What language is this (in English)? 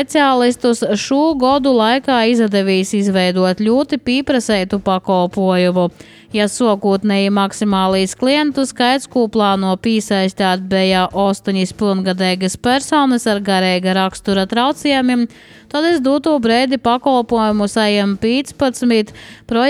Latvian